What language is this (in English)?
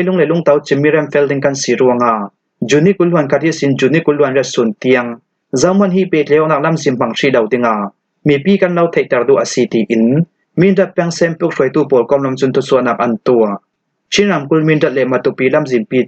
Falam Chin